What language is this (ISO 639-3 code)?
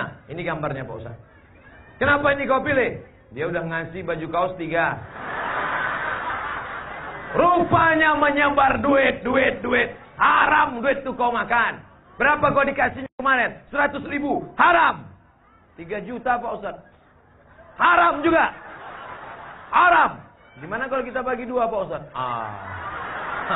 ind